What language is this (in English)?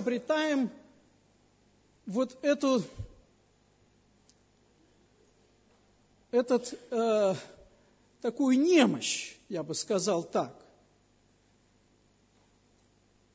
Russian